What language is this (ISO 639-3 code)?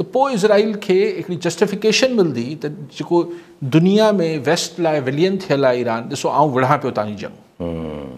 snd